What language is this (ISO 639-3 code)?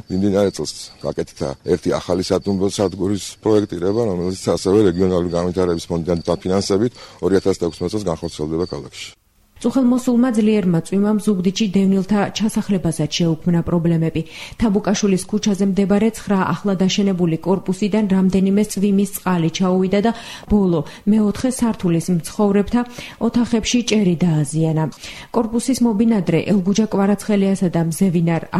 kat